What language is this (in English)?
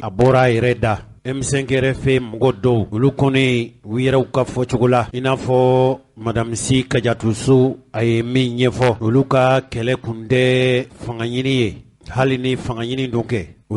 Bambara